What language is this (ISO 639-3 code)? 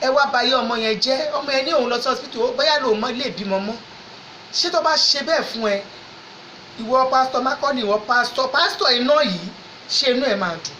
yor